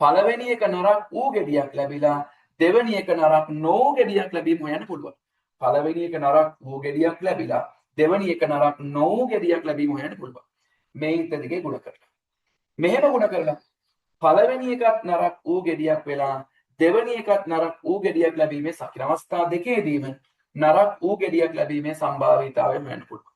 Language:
Sinhala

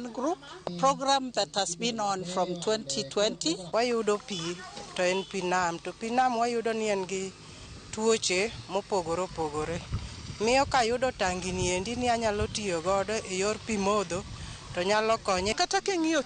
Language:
Luo (Kenya and Tanzania)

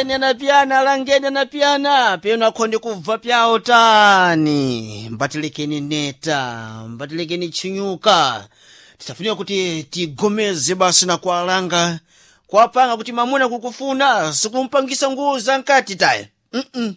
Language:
Sena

